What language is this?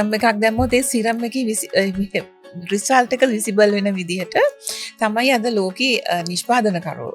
Sinhala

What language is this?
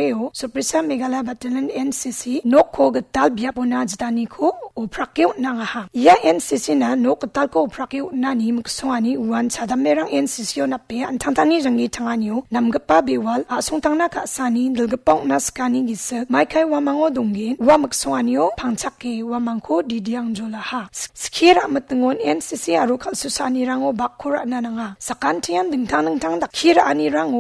Garo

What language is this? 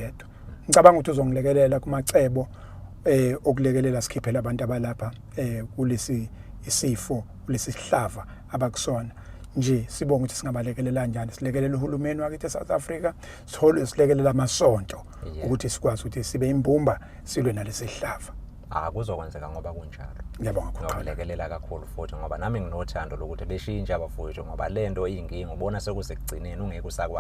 Zulu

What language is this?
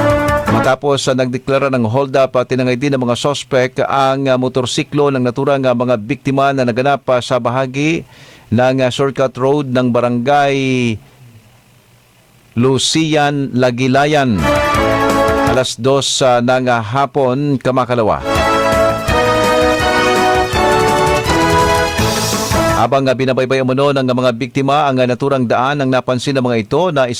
Filipino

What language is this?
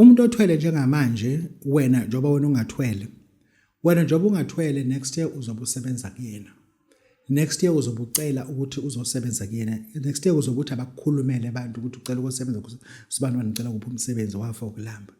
Zulu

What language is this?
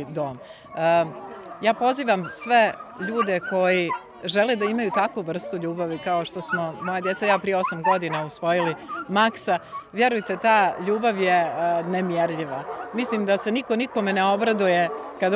Bosnian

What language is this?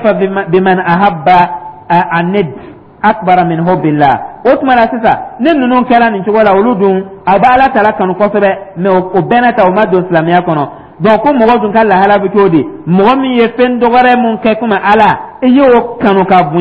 Dyula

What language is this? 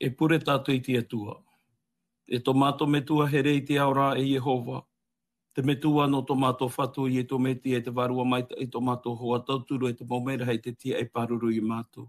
Tahitian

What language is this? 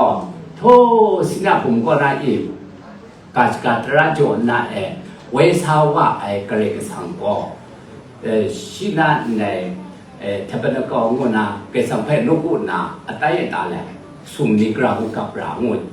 Kachin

